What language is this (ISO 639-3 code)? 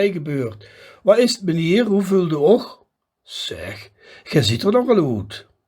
lim